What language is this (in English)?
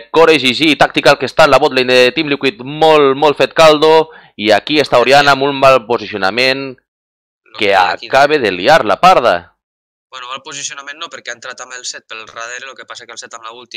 Catalan